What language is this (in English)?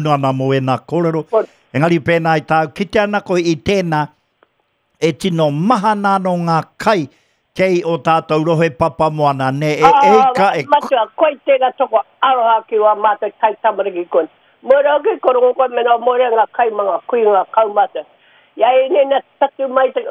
Māori